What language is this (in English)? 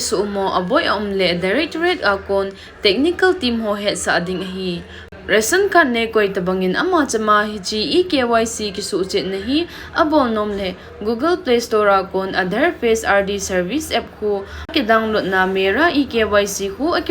Thado Chin